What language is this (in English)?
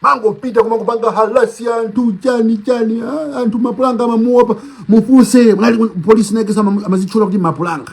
Nyanja